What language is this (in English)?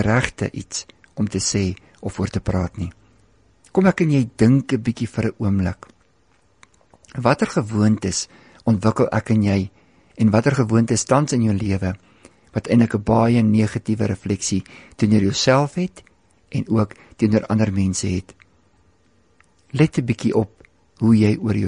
Afrikaans